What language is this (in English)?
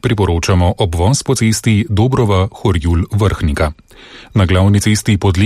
Slovenian